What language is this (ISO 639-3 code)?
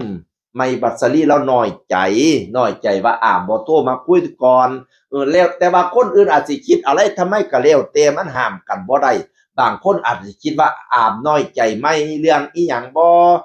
tts